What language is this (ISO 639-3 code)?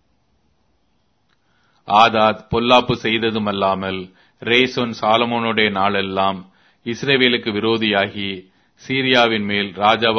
tam